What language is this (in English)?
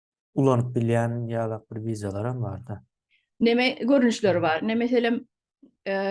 Turkmen